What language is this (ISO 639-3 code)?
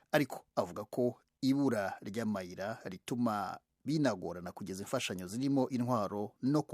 kin